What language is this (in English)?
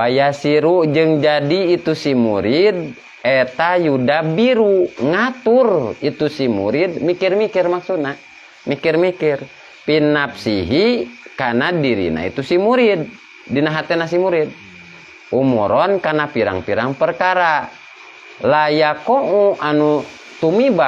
Sundanese